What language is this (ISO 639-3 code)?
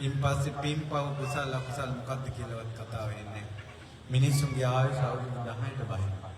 sin